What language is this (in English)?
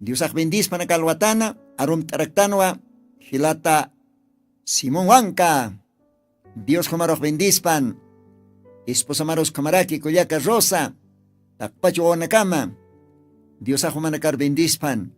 Aymara